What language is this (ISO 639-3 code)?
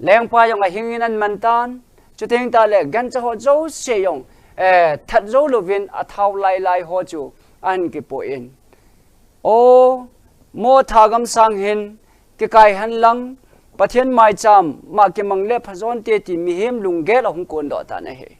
tcz